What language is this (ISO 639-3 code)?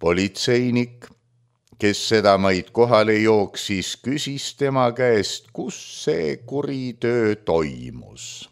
est